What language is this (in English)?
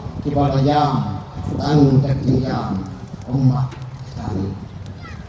Khasi